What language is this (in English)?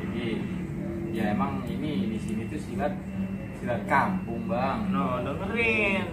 Betawi